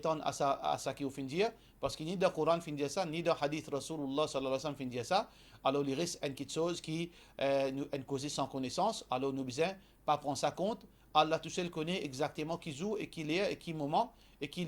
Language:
Morisyen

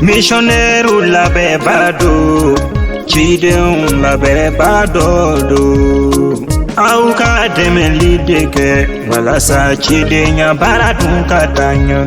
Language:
Bambara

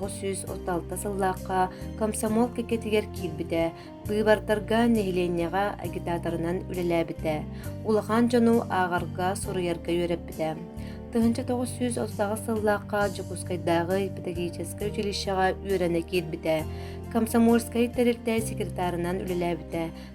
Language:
Yakut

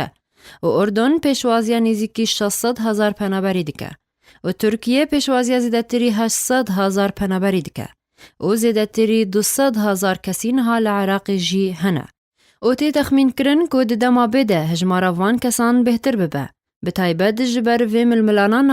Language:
Kurdish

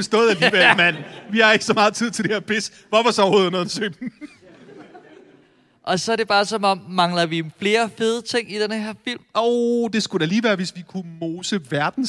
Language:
Danish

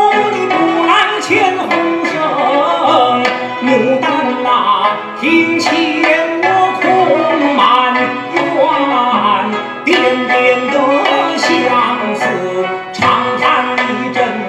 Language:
Chinese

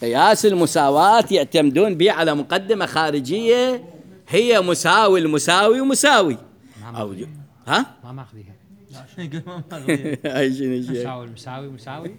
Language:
Mesopotamian Arabic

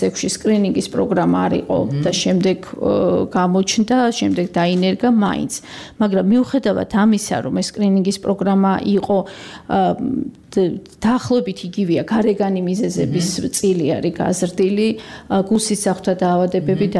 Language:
Georgian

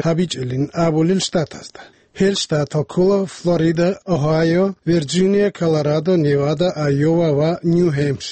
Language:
Avaric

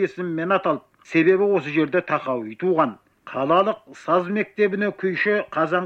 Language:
Kazakh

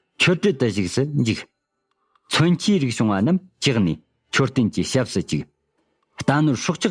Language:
Tibetan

